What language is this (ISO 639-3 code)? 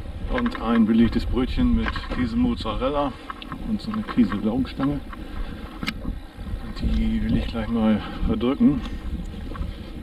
deu